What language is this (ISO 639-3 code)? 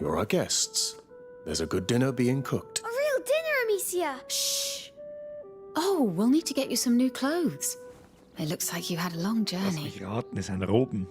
bar